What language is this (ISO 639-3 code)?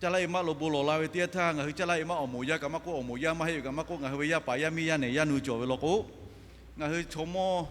lhu